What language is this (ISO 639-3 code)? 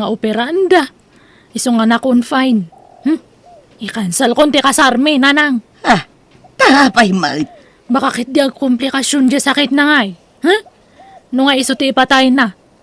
ilo